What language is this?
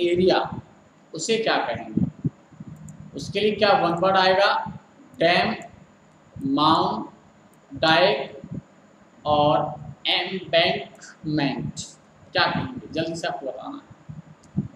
Hindi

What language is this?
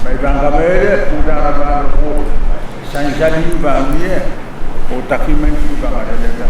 Pohnpeian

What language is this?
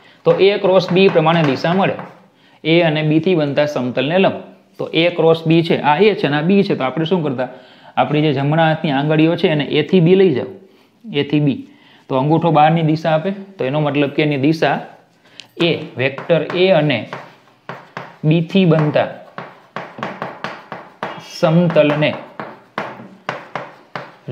Gujarati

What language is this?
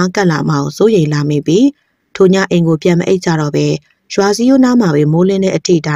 Burmese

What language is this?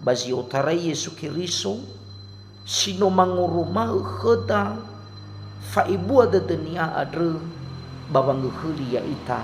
Nias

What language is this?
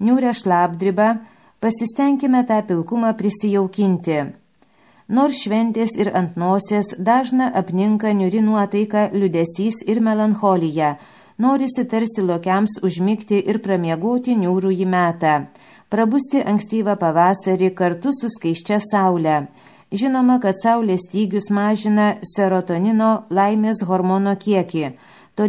Lithuanian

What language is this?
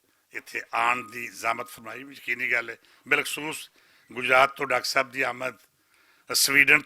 Western Panjabi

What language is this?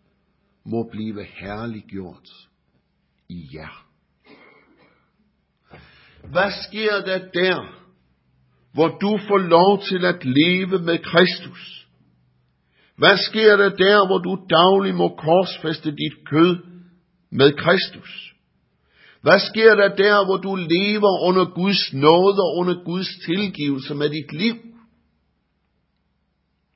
Danish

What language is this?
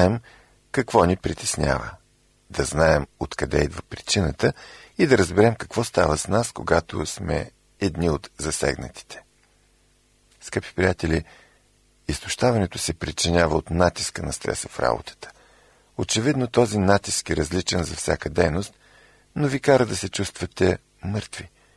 Bulgarian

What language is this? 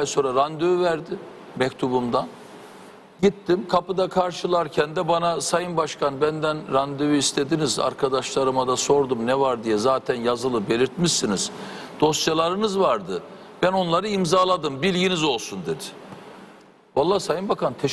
Turkish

